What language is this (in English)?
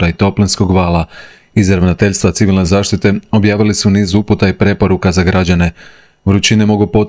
Croatian